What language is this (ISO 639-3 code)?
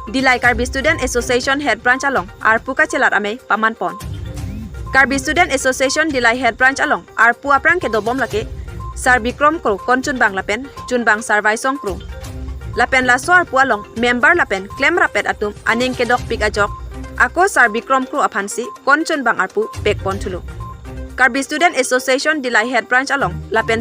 mjw